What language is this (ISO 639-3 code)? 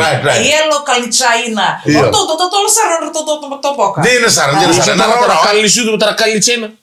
fij